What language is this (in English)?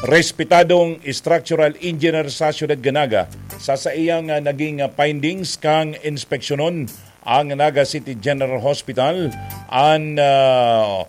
Bikol